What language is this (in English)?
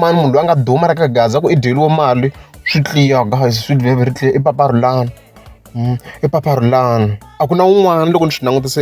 Tsonga